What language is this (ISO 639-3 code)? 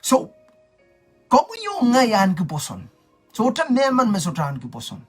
pon